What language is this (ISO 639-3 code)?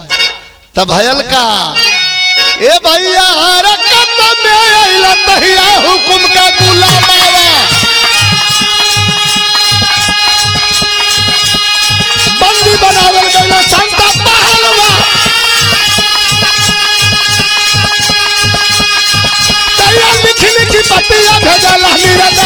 bho